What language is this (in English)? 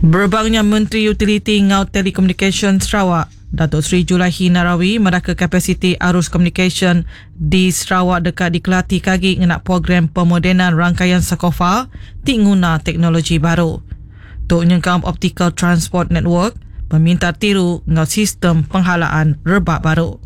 Iban